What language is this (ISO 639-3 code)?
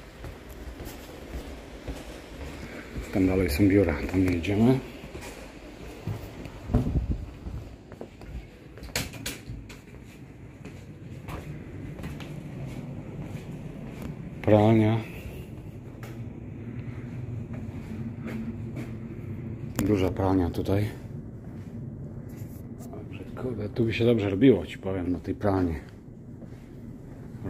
pol